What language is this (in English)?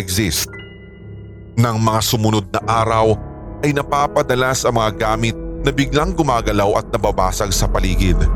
Filipino